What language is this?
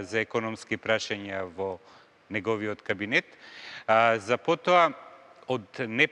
Macedonian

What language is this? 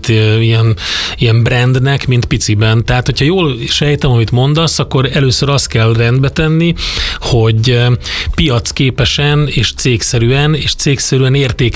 Hungarian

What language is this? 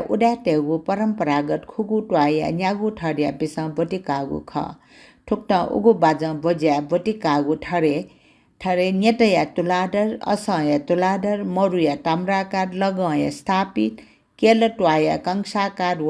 Newari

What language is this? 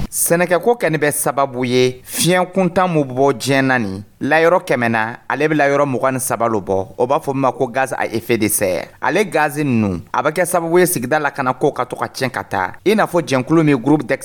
Dyula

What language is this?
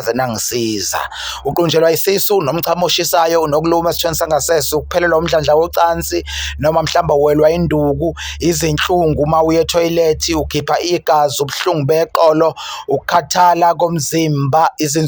Zulu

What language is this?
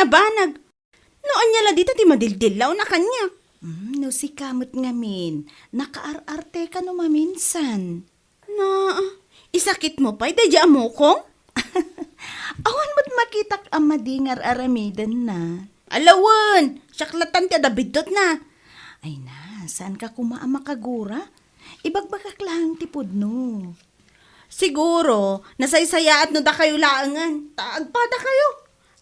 Iloko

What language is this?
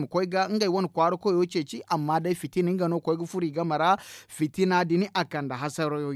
Zarma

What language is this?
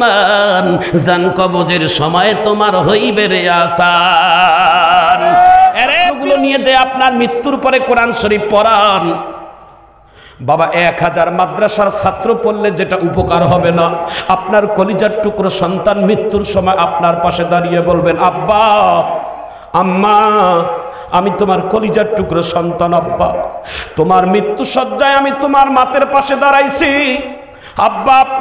Bangla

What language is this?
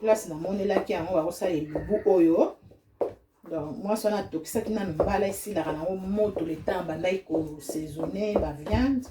Lingala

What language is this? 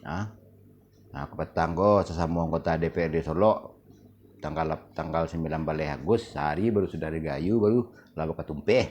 Minangkabau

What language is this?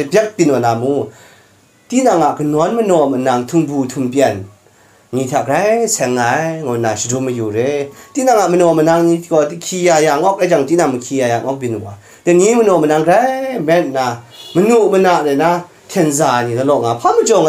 Kachin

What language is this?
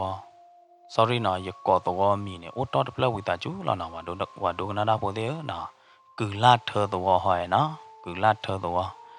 S'gaw Karen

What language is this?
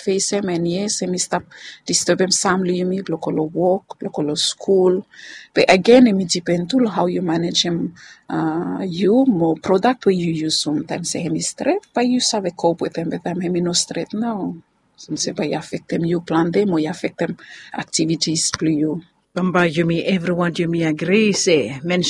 Bislama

